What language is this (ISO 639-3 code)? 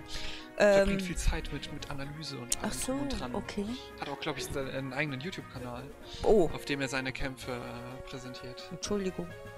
deu